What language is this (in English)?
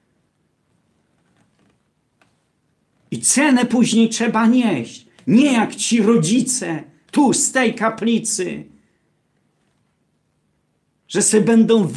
Polish